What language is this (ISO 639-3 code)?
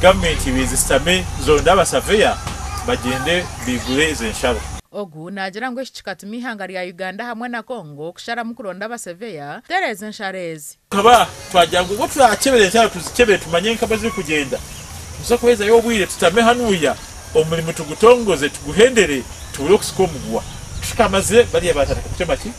nyn